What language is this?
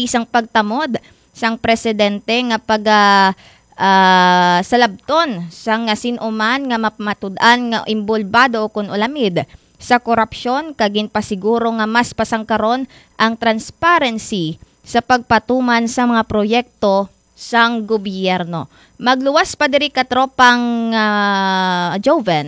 Hiligaynon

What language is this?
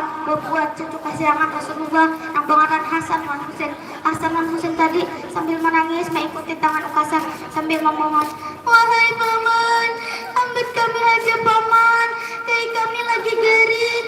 Banjar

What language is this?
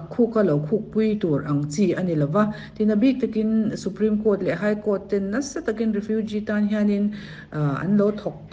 Mizo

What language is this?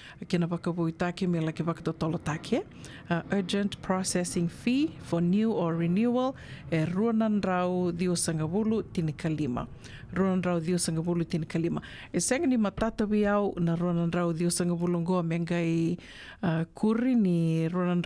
Fijian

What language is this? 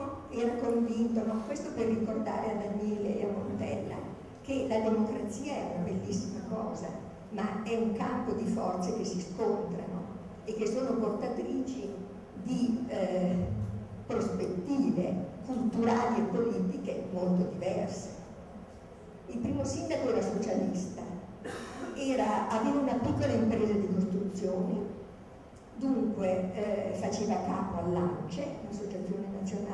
Italian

